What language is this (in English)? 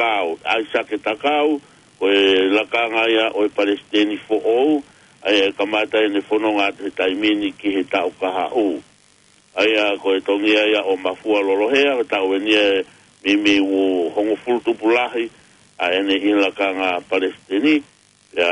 Tongan